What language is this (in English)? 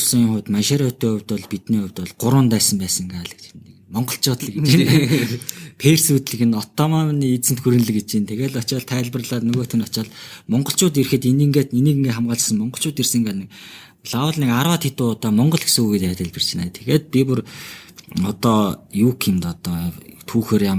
Mongolian